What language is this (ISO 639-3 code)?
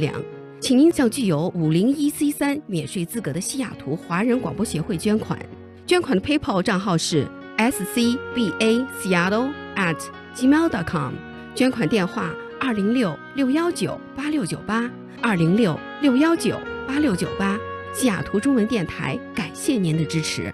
zho